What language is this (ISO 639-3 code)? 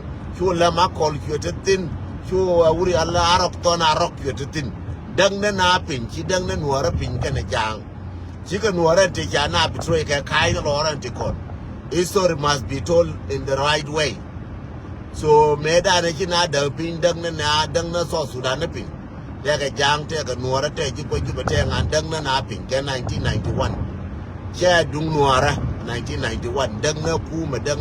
nus